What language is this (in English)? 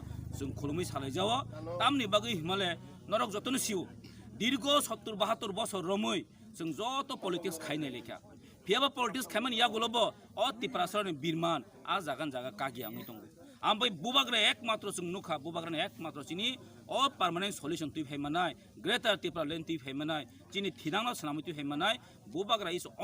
Kok Borok